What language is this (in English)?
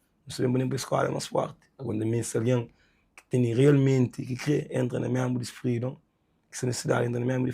Kabuverdianu